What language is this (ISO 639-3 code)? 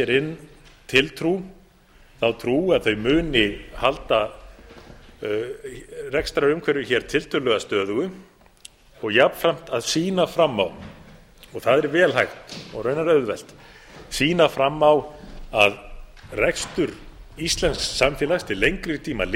isl